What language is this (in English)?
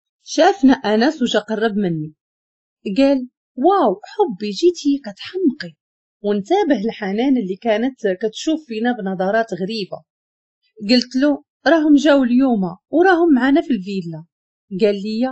Moroccan Arabic